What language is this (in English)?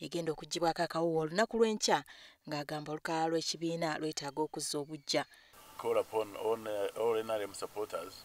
Ganda